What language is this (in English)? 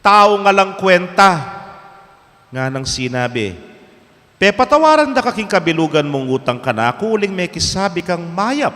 Pampanga